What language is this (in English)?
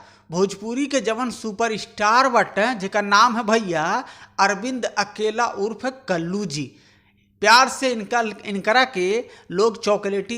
Bhojpuri